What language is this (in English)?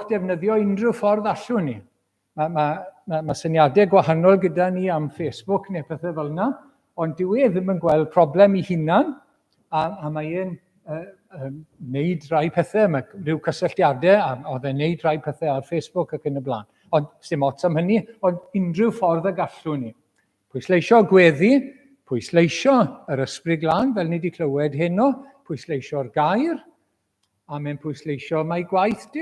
Welsh